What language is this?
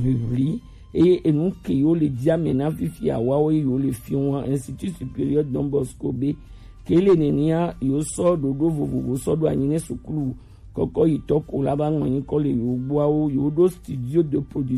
Gen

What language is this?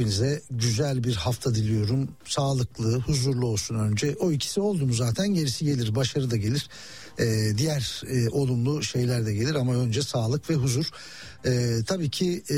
Turkish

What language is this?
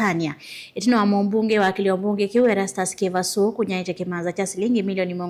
Kamba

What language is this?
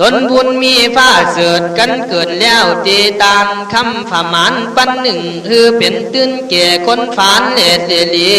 Khün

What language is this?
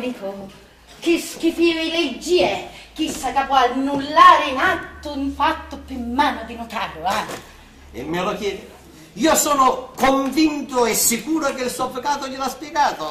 Sicilian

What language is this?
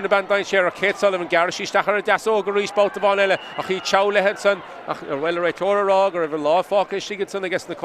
Irish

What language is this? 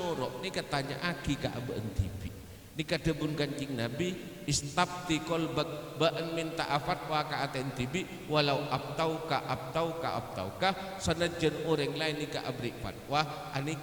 Madurese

